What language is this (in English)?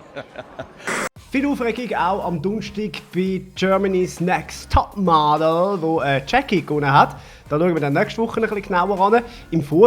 Swiss German